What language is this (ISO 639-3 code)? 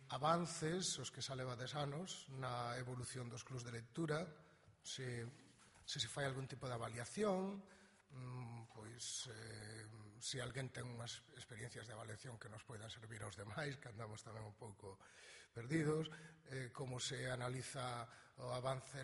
glg